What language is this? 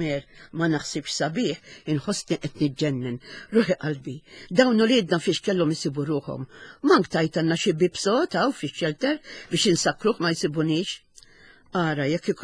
Maltese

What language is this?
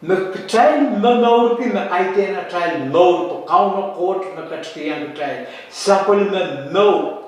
Pohnpeian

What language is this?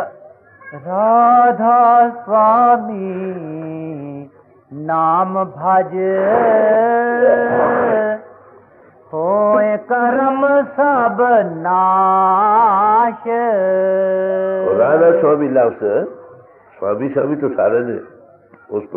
Hindi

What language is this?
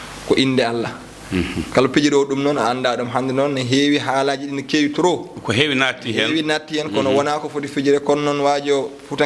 Fula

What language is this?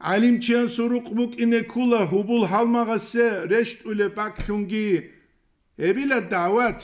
Avaric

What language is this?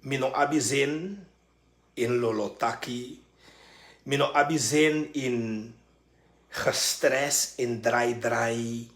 Sranan Tongo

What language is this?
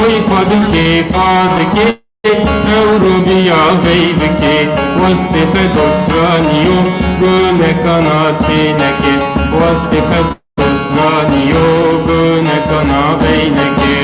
Zaza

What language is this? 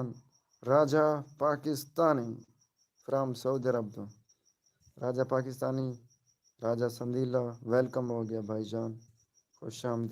Saraiki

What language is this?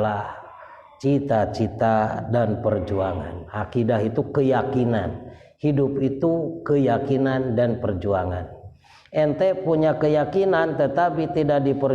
Sundanese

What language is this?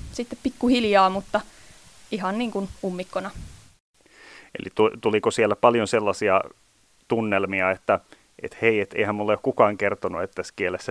Finnish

